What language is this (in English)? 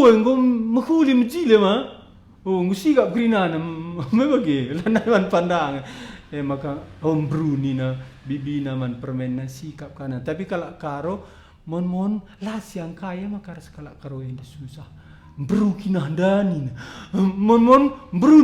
Batak Karo